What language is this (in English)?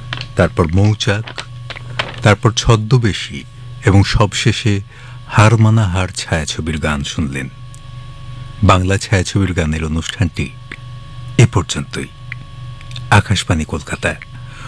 Bangla